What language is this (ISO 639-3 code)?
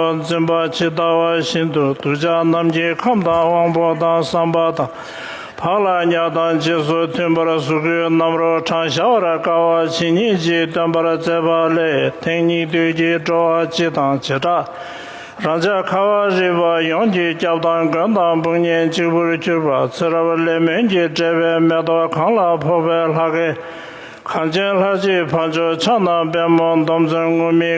bod